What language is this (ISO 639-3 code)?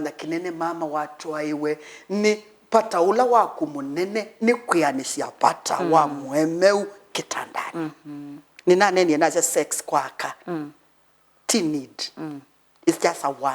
kam